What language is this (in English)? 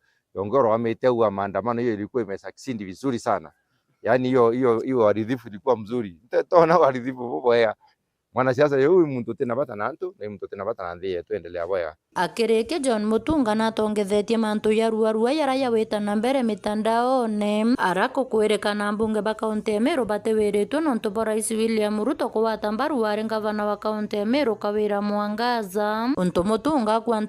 Meru